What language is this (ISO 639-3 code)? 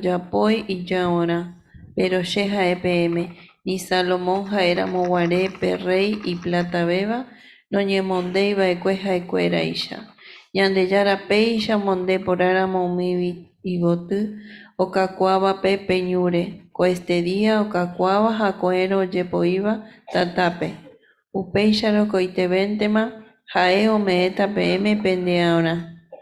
grn